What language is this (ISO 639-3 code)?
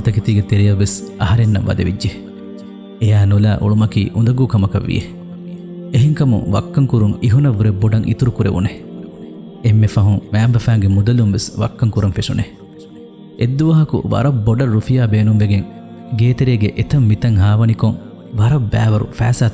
div